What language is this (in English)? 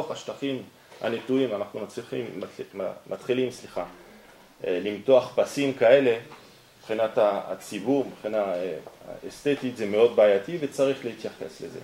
Hebrew